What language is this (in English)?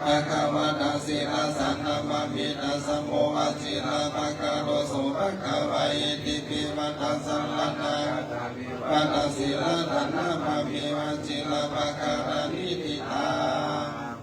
Pali